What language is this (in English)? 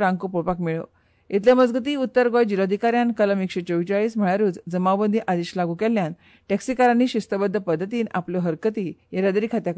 Konkani